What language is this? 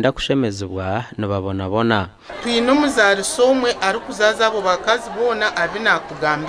Nyankole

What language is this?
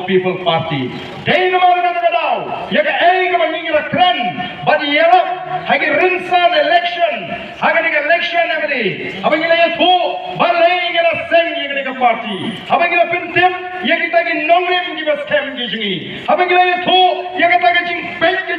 Khasi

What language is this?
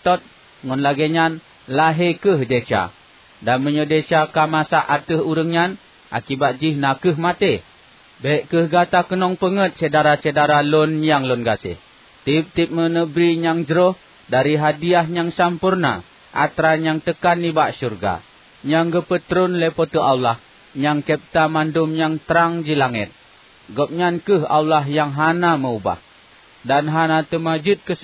Achinese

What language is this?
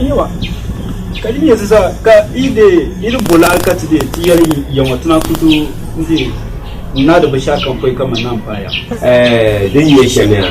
Dagbani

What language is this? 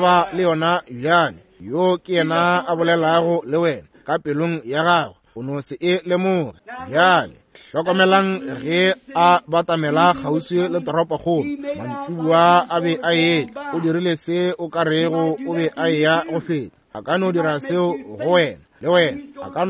Northern Sotho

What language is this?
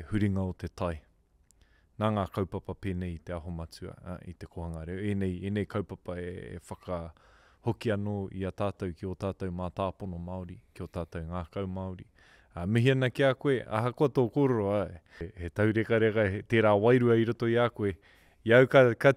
Māori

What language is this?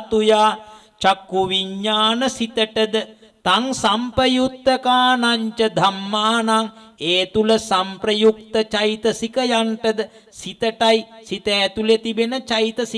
Sinhala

